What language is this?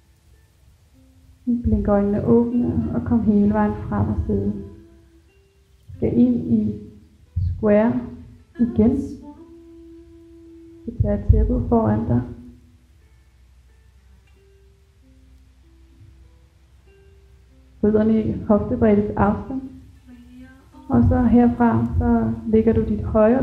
Danish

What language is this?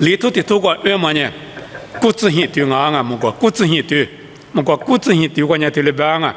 Lisu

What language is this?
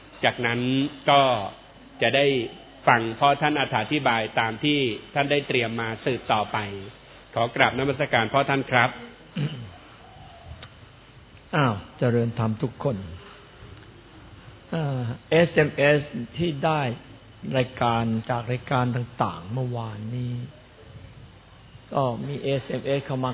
Thai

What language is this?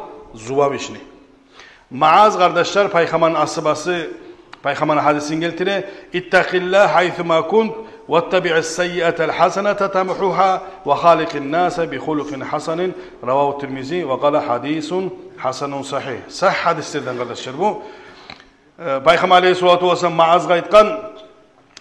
Kumyk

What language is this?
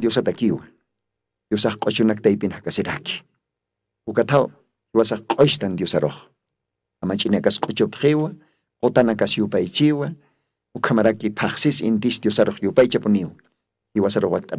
Aymara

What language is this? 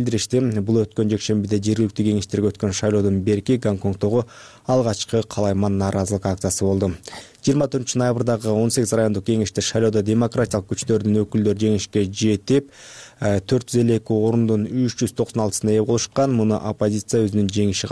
Kyrgyz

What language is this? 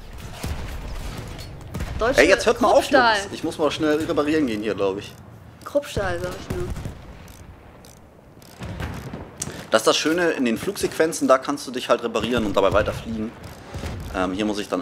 German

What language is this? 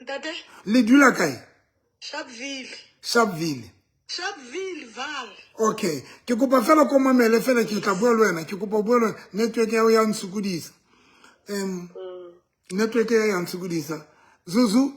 Southern Sotho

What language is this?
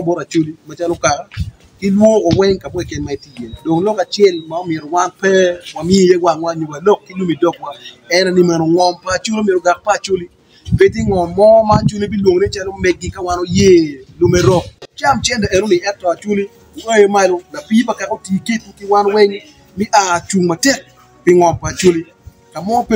Acoli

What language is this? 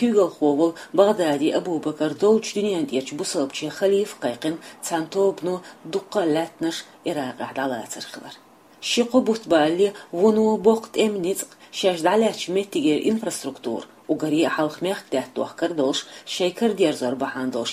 Chechen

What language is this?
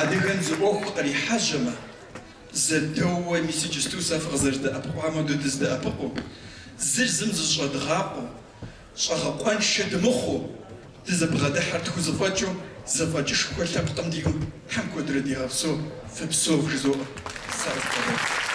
Kabardian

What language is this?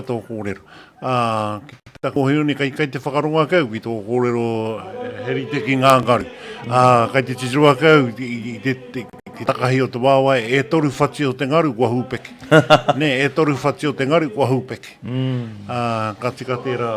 Māori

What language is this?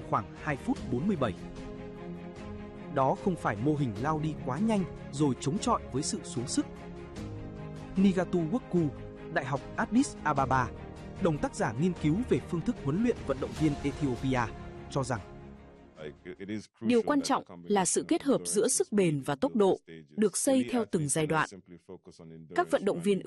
Vietnamese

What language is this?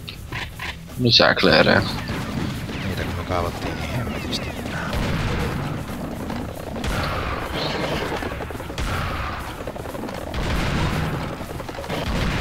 Finnish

